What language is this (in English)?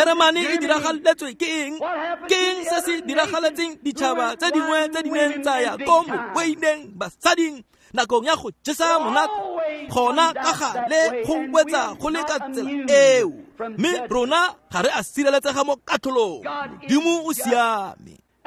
Tswana